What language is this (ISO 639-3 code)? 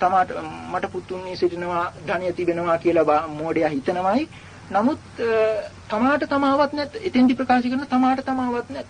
sin